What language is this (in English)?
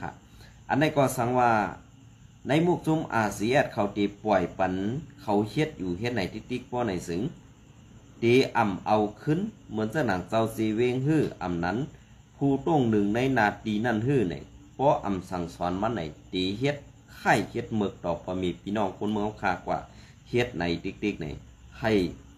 Shan